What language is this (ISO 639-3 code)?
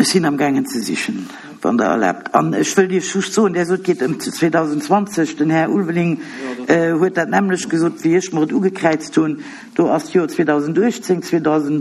ltz